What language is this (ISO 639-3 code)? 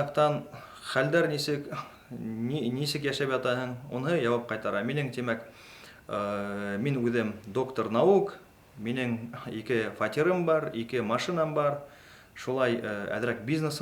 bak